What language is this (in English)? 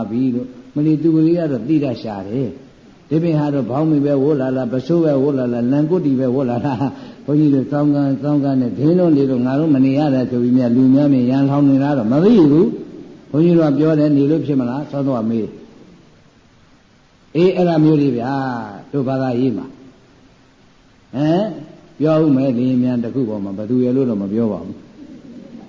Burmese